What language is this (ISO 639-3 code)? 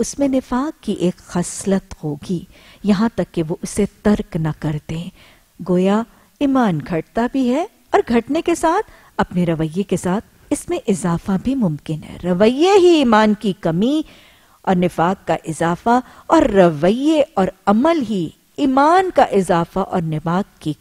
urd